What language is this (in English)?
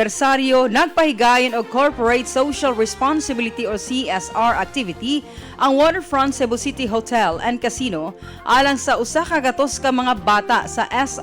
Cebuano